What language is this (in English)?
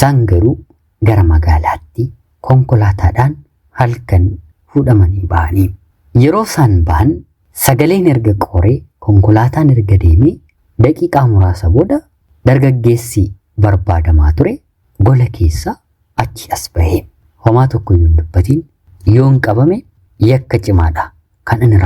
Oromo